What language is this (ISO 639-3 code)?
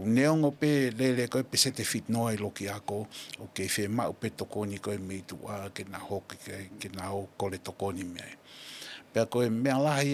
ton